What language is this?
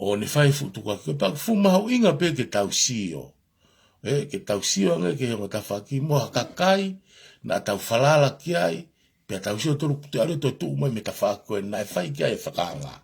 Tongan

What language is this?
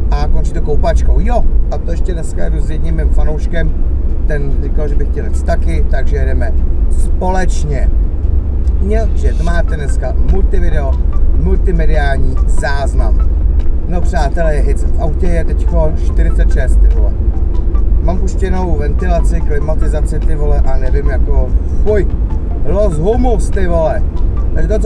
Czech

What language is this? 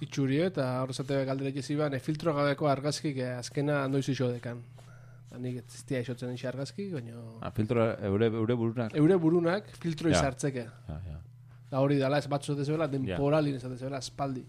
Basque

